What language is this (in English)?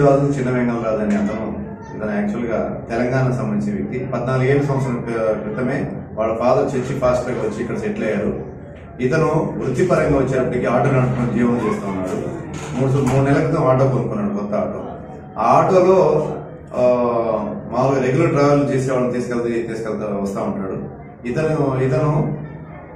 Telugu